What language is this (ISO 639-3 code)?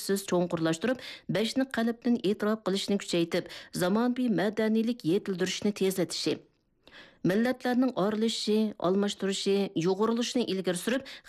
uig